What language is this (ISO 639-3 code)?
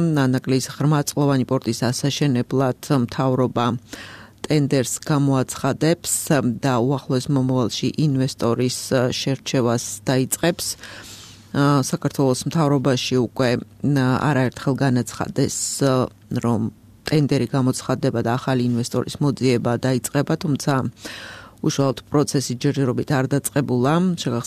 kat